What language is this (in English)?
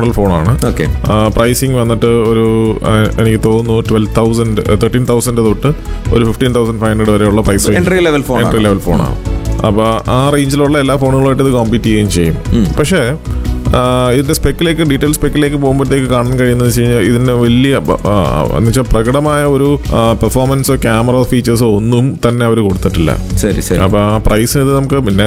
Malayalam